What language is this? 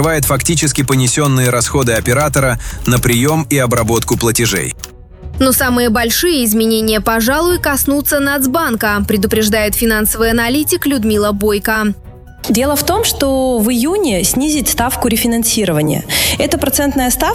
Russian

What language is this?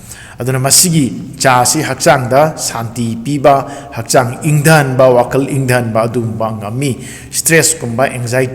Manipuri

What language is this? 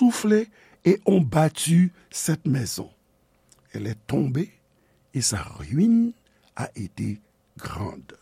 Haitian Creole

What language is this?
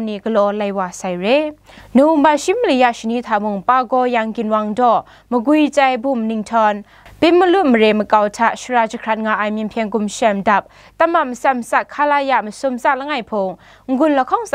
Kachin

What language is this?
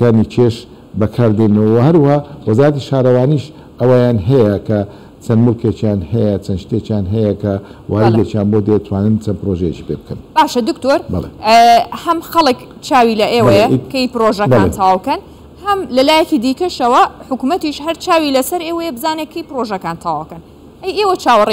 Central Kurdish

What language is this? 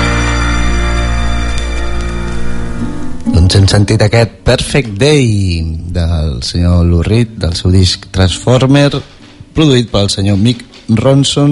Catalan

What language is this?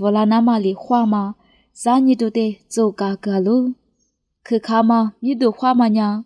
Lisu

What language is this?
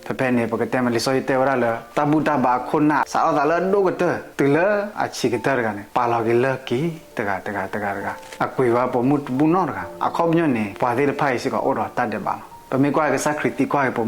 S'gaw Karen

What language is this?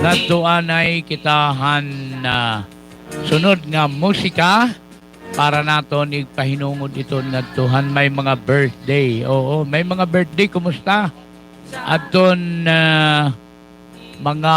Waray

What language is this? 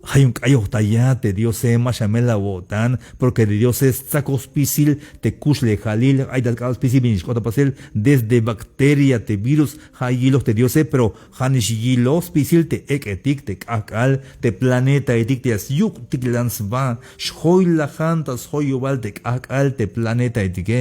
Tzeltal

